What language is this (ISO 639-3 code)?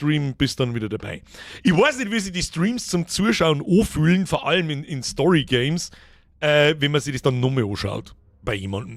bar